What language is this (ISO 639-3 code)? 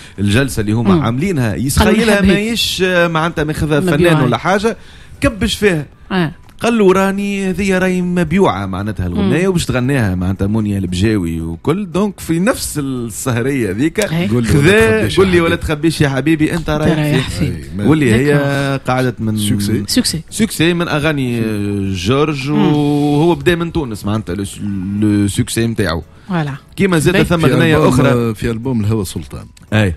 aeb